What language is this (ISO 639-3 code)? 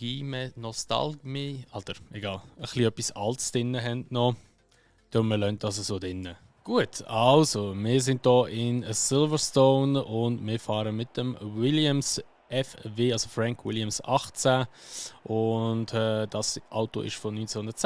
gsw